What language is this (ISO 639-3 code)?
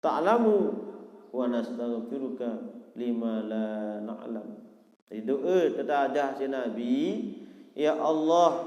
sas